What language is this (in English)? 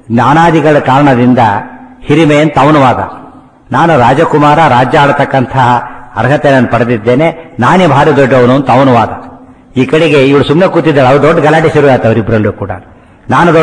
Kannada